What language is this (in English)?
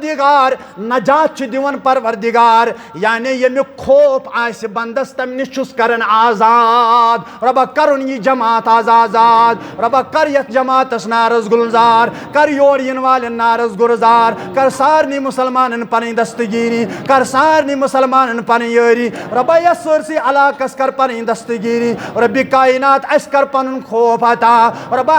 Kashmiri